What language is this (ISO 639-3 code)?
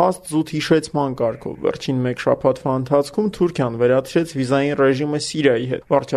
hye